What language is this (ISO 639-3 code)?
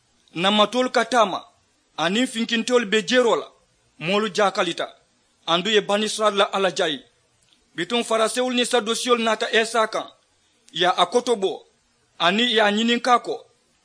man